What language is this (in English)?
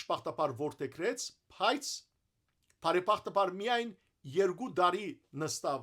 Western Armenian